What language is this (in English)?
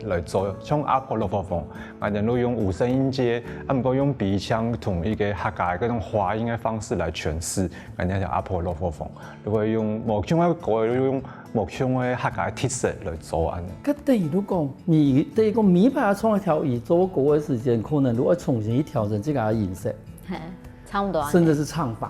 Hakka Chinese